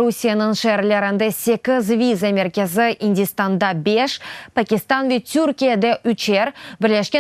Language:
Crimean Tatar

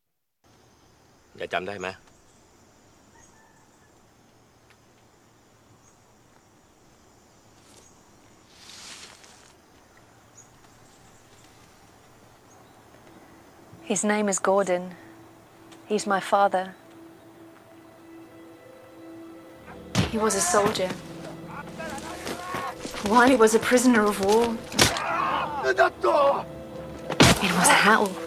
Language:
Chinese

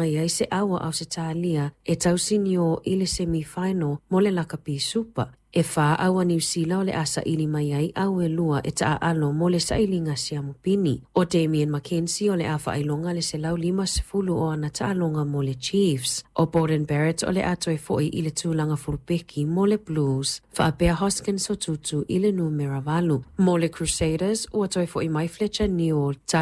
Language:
Samoan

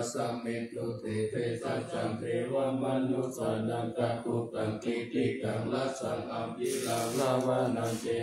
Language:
Pali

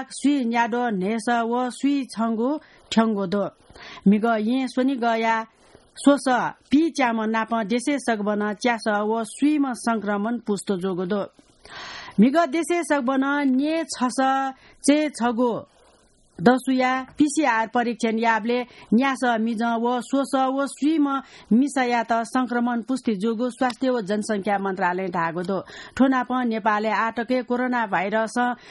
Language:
Newari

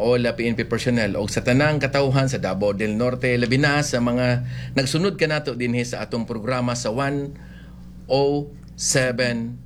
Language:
Cebuano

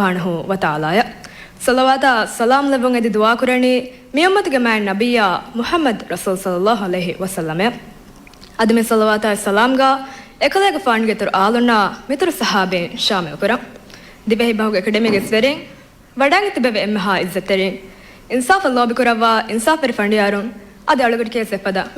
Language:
Divehi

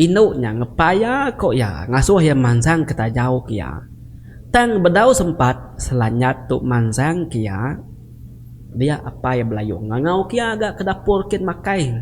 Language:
Iban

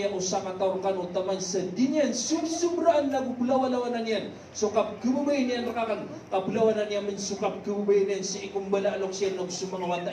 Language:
Maranao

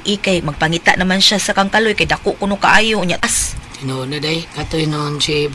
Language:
Cebuano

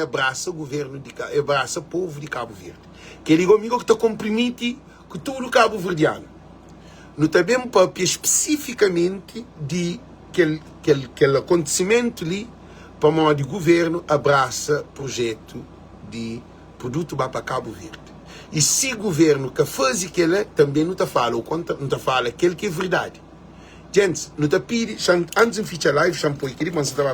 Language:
Kabuverdianu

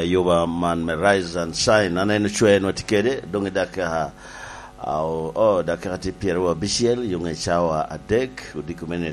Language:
Lango (Uganda)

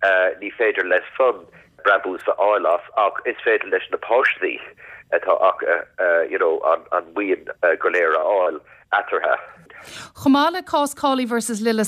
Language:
Irish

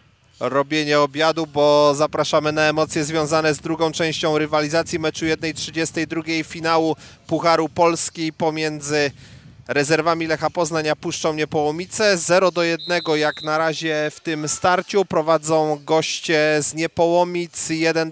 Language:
Polish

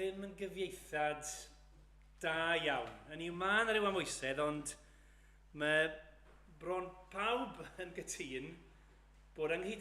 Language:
Welsh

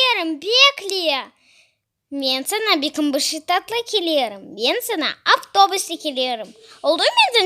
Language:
Crimean Tatar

